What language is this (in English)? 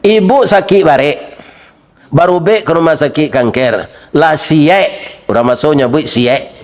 Minangkabau